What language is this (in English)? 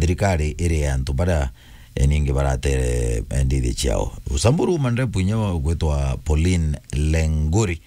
Meru